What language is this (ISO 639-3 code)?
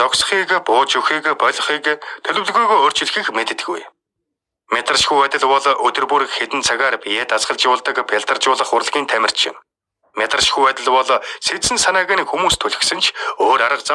mon